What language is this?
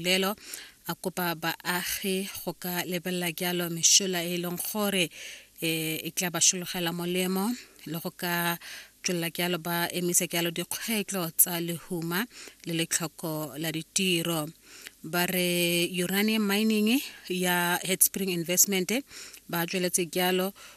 Tswana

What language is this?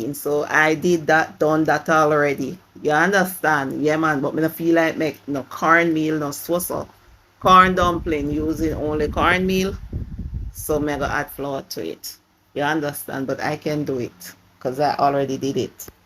Jamaican Creole English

